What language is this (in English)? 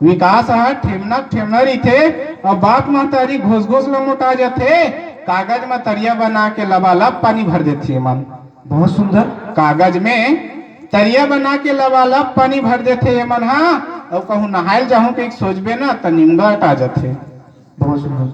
Chhattisgarhi